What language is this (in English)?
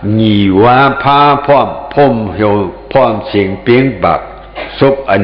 Shan